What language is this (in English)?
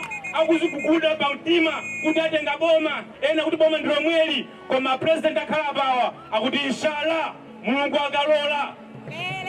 Nyanja